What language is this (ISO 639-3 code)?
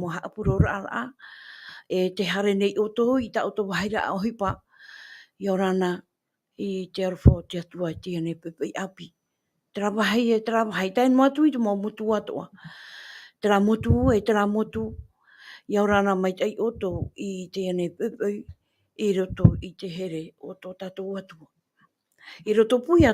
tah